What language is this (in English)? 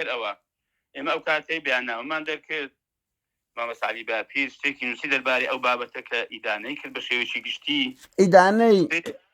Central Kurdish